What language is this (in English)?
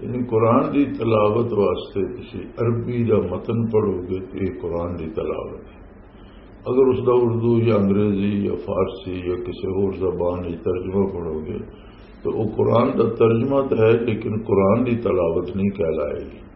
Western Panjabi